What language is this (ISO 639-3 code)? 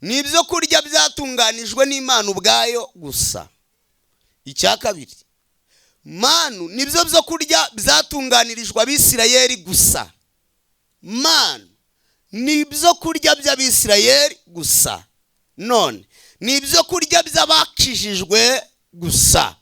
kin